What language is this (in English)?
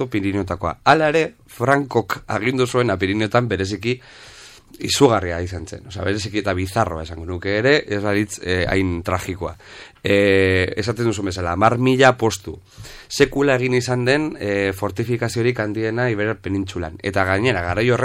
Basque